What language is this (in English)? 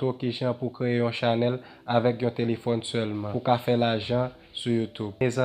Haitian Creole